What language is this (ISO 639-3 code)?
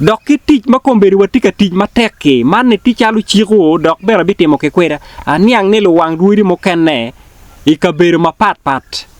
ach